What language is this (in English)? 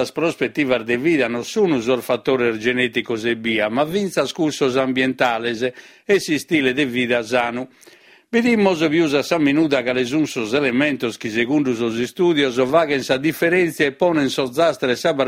Sardinian